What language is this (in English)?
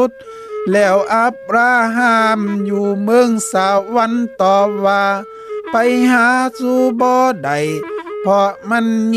Lü